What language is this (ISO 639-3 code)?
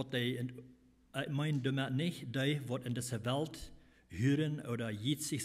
pdt